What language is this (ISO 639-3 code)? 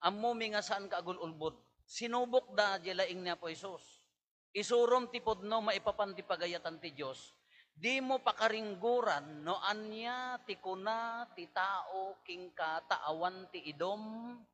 ilo